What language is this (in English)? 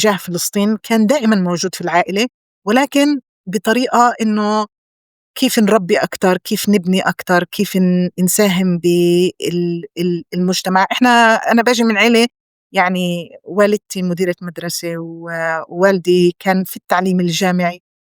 North Levantine Arabic